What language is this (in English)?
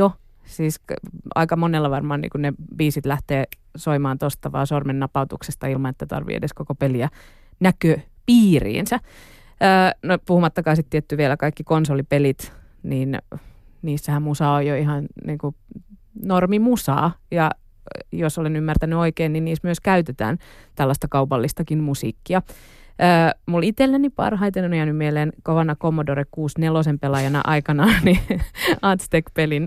Finnish